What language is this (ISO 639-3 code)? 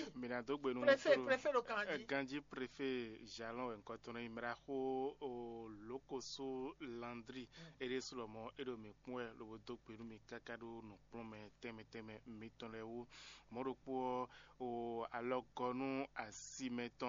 fon